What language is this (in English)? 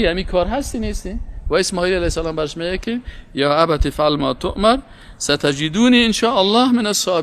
Persian